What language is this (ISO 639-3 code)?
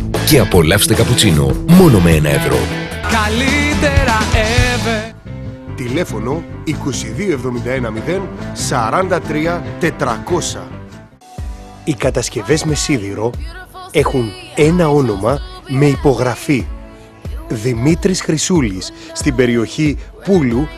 ell